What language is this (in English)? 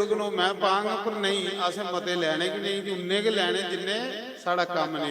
Dogri